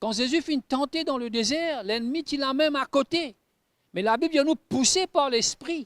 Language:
Morisyen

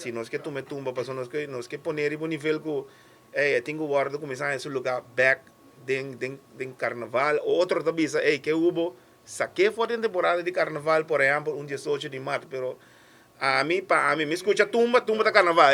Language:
Papiamento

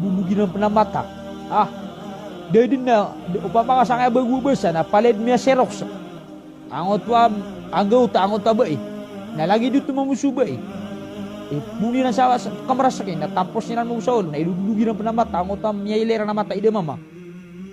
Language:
Maranao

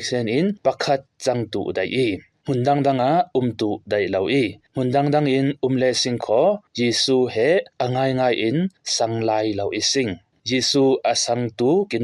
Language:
Falam Chin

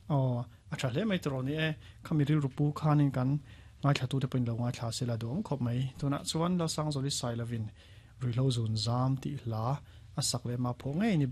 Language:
Mizo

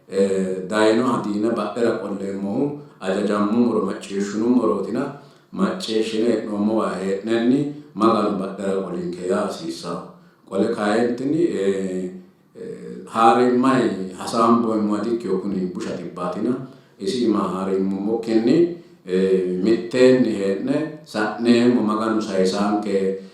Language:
Sidamo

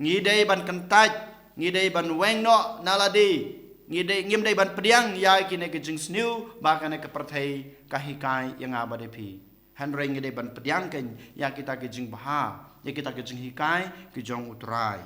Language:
Khasi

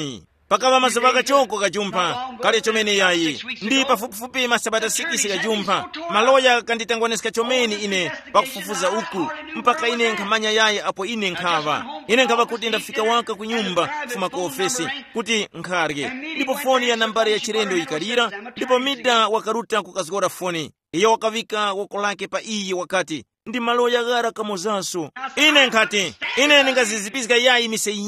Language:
Tumbuka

